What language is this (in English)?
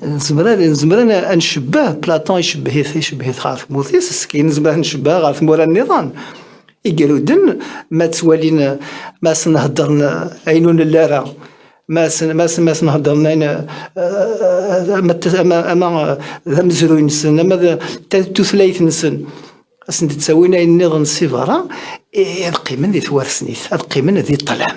Kabyle